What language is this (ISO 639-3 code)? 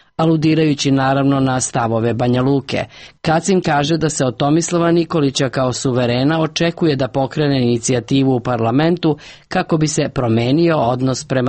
srp